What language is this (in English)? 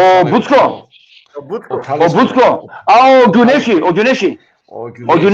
Balkan Romani